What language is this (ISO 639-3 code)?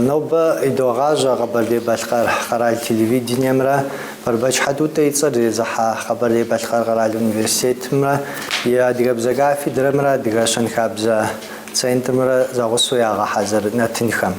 kbd